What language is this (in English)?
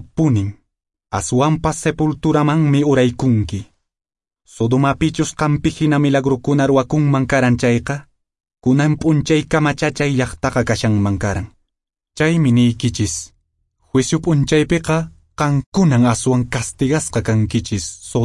Quechua